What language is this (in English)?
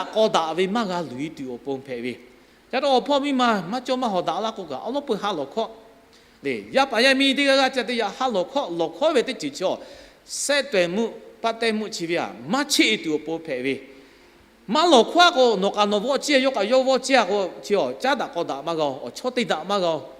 Lahu